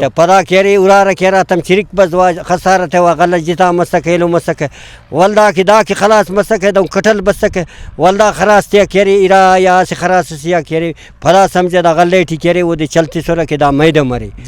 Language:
Brahui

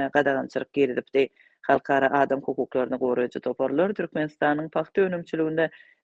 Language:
Turkmen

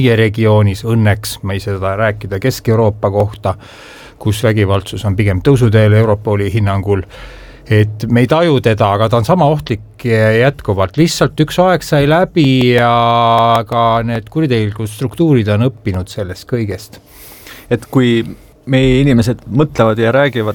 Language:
Estonian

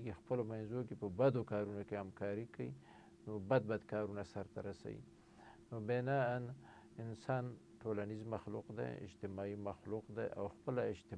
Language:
Pashto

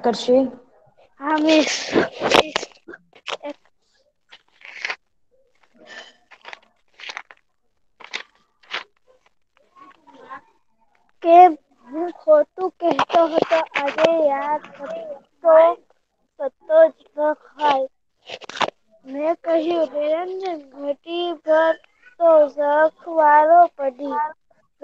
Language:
Gujarati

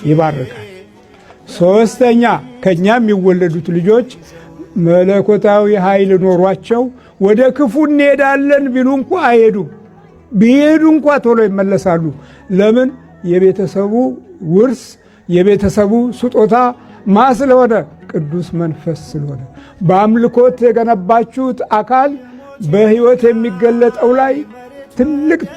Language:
Amharic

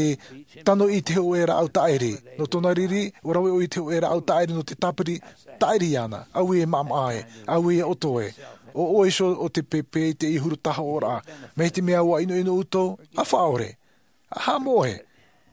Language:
Tahitian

